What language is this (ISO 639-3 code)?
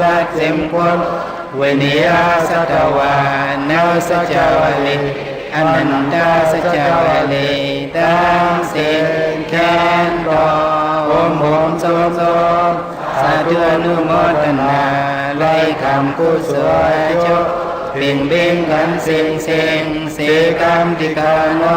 shn